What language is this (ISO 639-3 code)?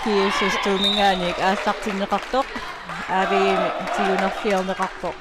kal